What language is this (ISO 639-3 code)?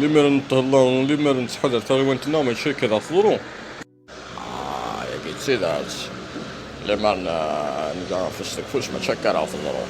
kab